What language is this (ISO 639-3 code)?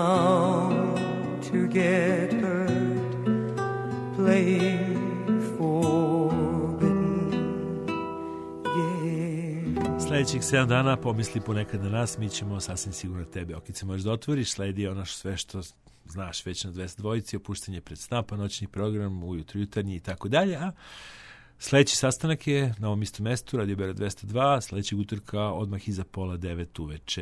srp